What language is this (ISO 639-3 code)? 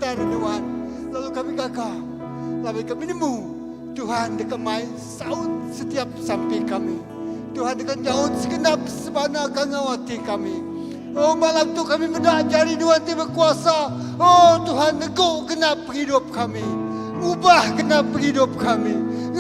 iba